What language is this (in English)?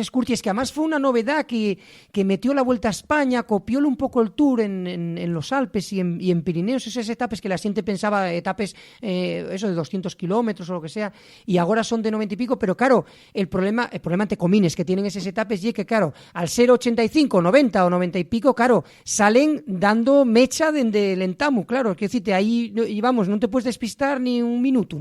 Asturian